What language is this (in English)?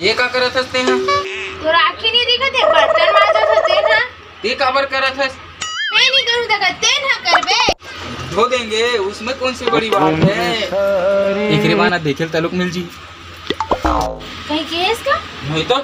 Chhattisgarhi